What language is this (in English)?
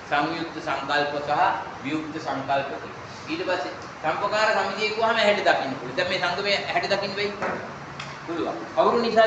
Sinhala